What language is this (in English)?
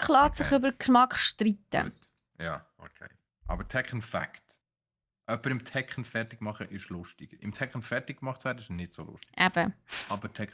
Swiss German